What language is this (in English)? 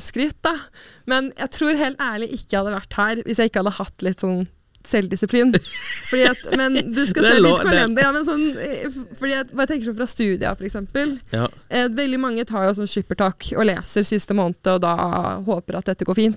Norwegian